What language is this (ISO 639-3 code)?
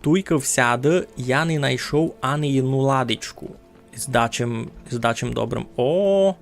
rue